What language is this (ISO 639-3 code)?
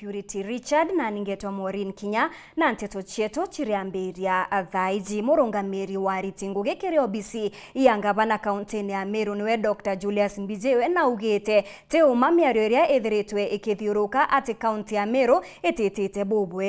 mer